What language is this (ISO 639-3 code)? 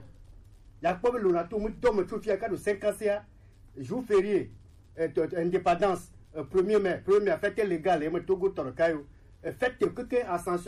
gej